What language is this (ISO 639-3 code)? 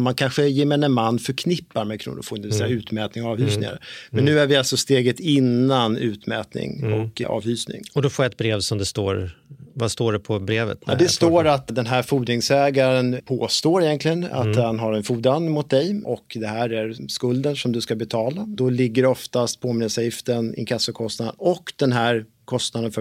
swe